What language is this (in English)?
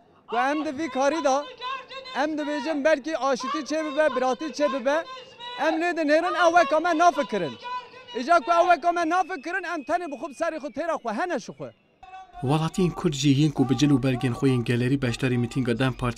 Kurdish